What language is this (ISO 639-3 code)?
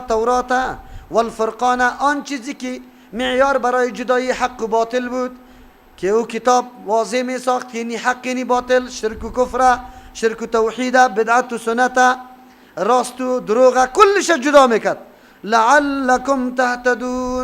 fas